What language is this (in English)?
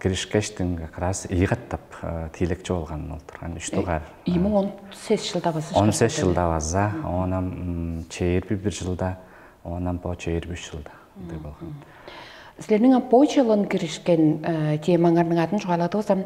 Tuvinian